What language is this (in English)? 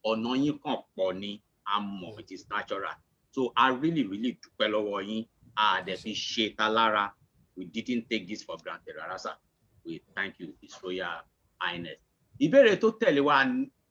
Yoruba